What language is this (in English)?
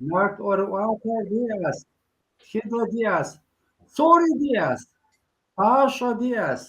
Kabardian